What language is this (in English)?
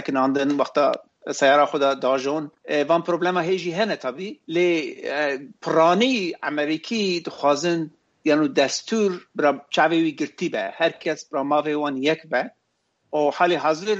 Kurdish